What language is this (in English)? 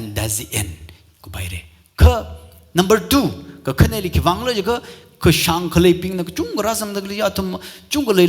Tangkhul Naga (India)